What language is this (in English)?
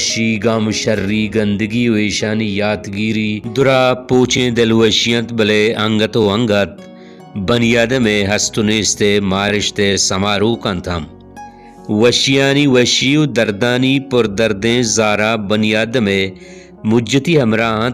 Baluchi